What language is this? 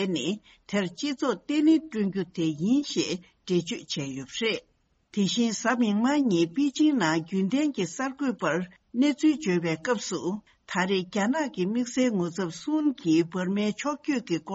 Tibetan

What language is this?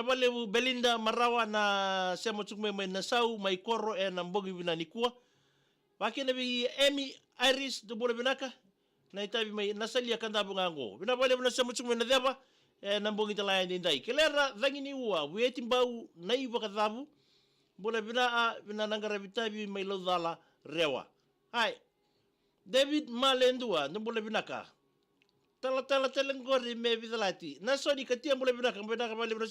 Fijian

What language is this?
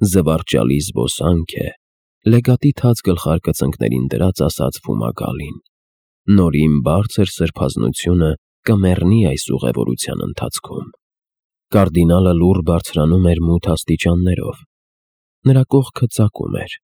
Armenian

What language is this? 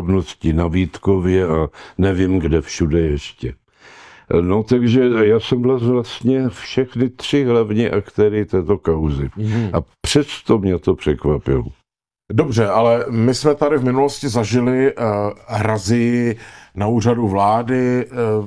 Czech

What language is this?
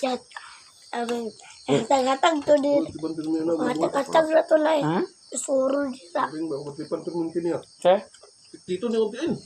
Cebuano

